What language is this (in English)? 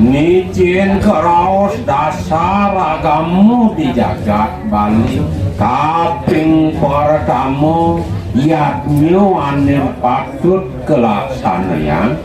Balinese